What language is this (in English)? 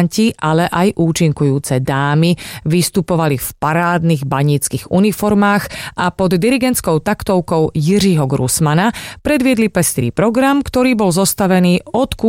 Slovak